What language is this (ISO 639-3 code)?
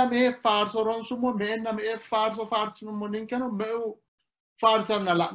sid